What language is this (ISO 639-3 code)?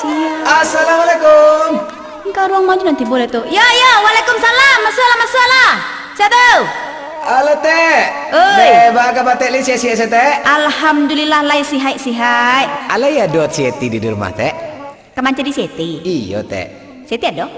min